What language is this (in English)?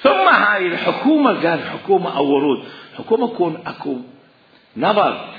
Mesopotamian Arabic